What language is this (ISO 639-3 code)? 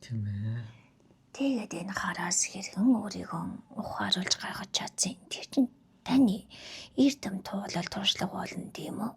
mon